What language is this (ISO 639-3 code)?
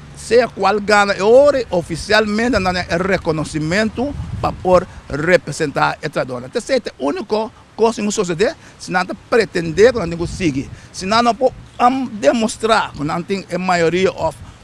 pap